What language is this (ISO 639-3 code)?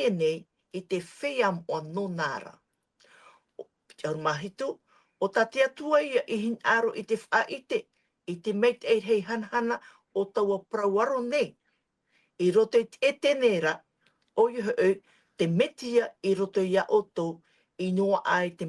tah